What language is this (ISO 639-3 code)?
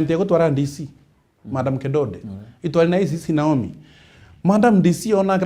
mer